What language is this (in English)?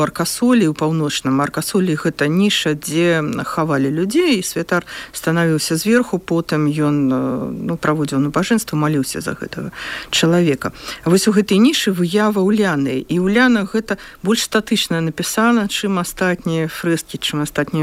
Belarusian